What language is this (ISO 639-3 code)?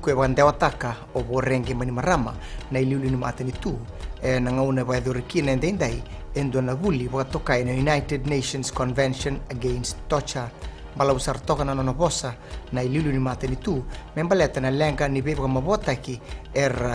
fij